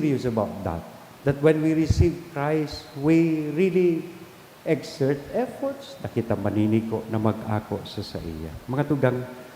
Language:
Bikol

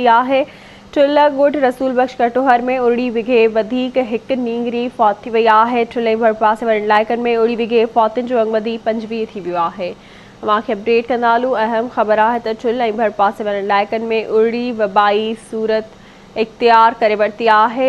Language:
Sindhi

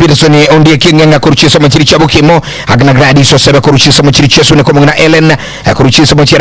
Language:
Gusii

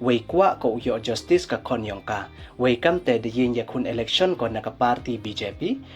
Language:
Pnar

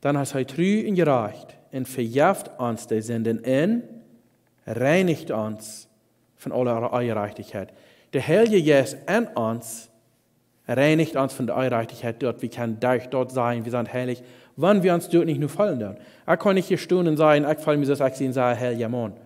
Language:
Plautdietsch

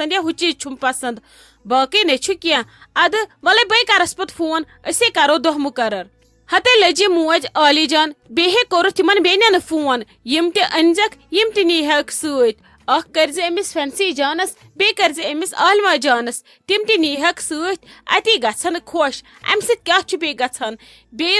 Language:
Kashmiri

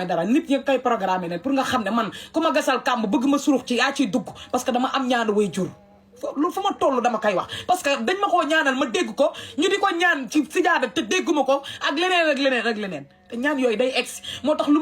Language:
Wolof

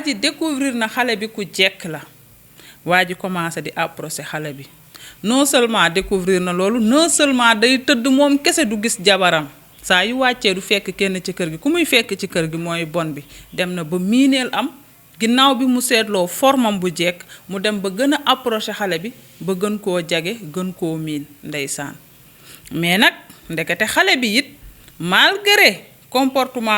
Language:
Wolof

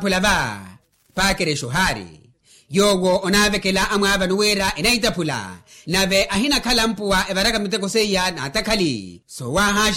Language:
Makhuwa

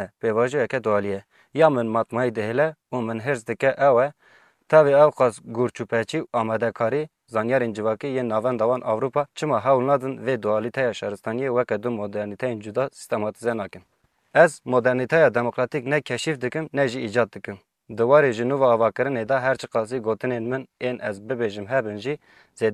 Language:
Kurdish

